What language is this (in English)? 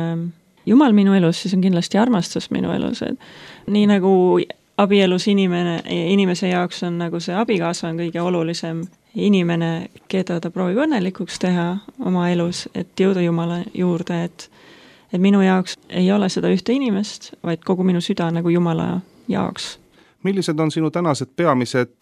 Estonian